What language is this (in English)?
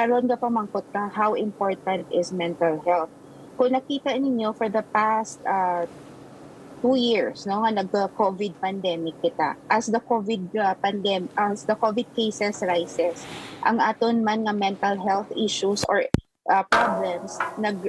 Hiligaynon